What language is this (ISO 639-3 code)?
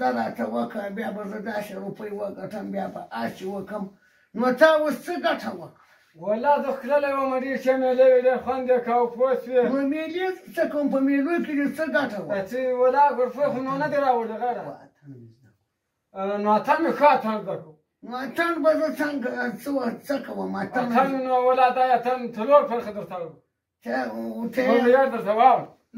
pus